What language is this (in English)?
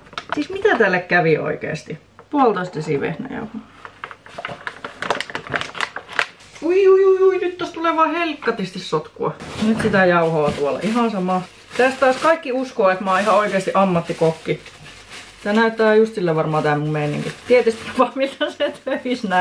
Finnish